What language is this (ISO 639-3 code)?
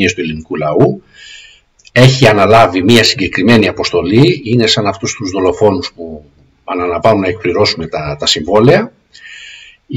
ell